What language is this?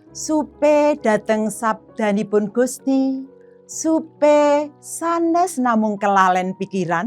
Javanese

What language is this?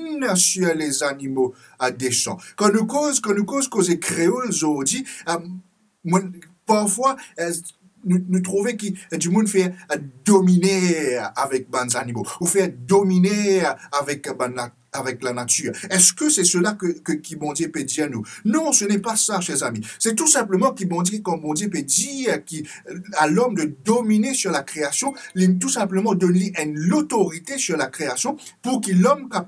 Morisyen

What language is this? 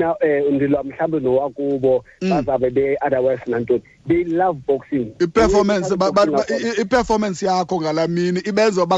Xhosa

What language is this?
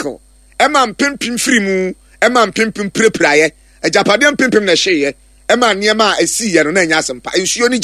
Akan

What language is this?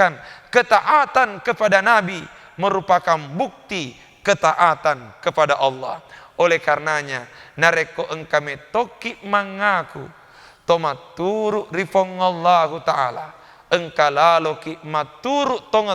Buginese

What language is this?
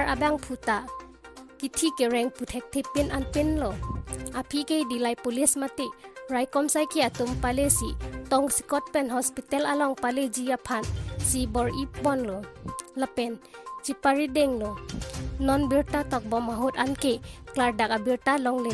Karbi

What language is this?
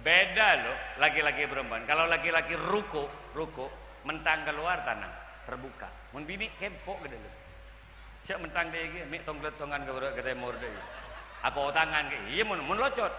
Madurese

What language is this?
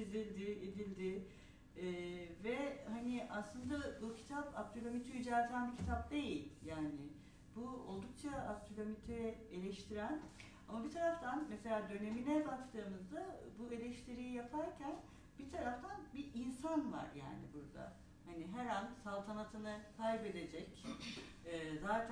Turkish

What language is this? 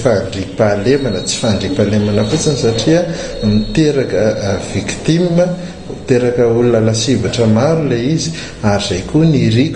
Malagasy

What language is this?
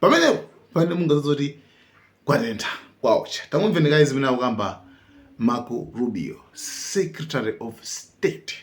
Nyanja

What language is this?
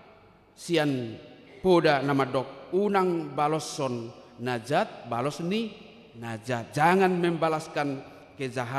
Batak Toba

